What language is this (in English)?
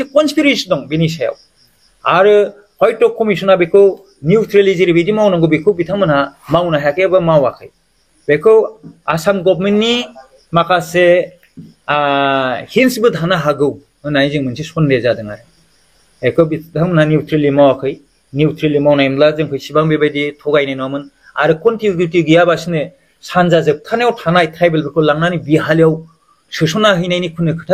Bodo